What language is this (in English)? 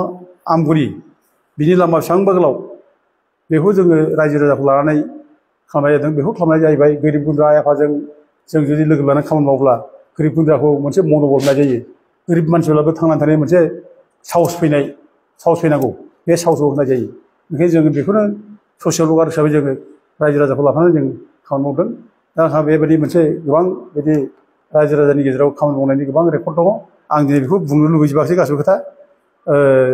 Bodo